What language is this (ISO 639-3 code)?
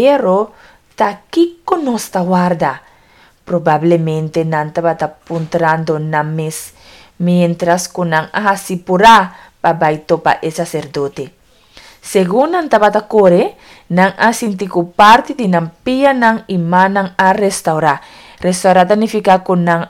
pap